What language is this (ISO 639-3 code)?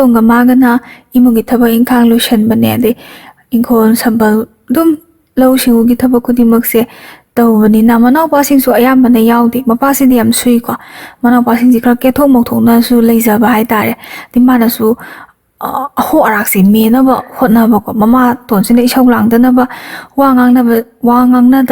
mni